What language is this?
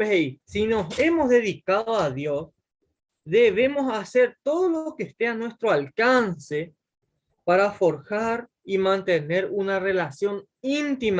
Guarani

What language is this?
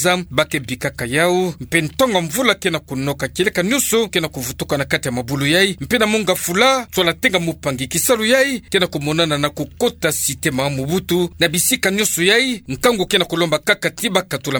Kituba (Democratic Republic of Congo)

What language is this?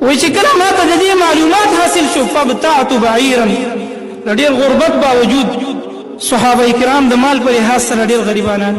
Pashto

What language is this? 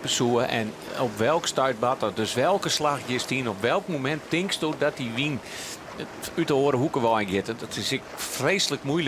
Western Frisian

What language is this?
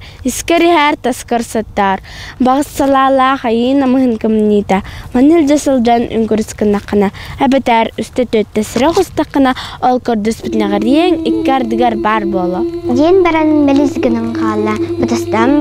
Yakut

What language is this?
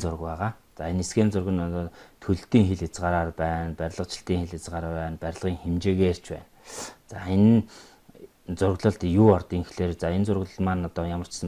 Mongolian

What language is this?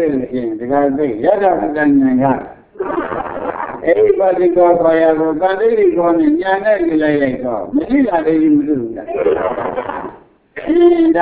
Burmese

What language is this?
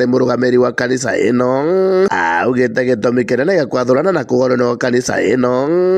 Meru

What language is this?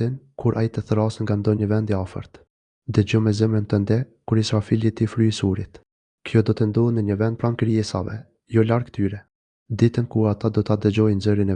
Albanian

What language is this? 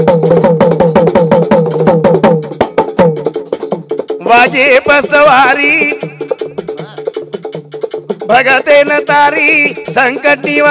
Lambadi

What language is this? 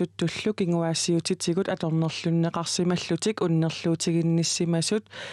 Kalaallisut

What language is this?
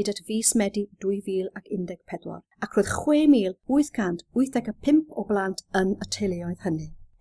Welsh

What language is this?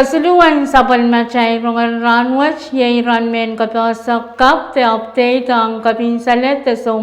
Pohnpeian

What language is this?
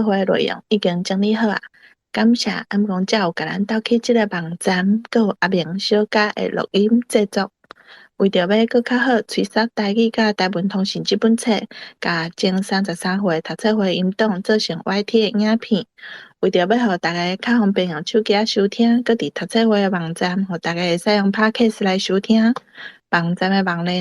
Min Nan Chinese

